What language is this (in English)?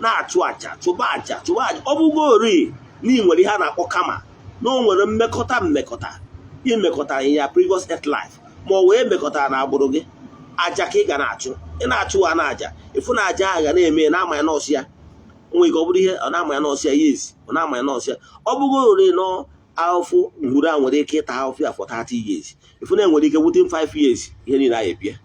Igbo